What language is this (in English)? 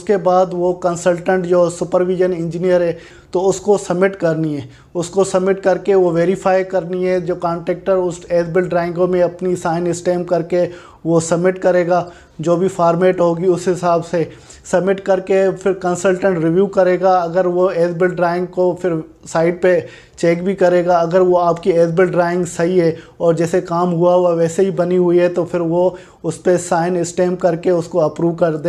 Hindi